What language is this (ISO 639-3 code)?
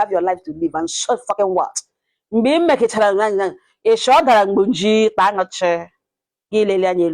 ibo